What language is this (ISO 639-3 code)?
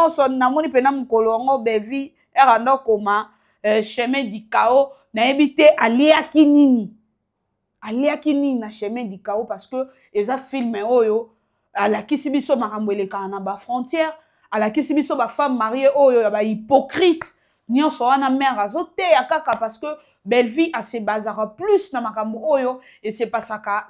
lin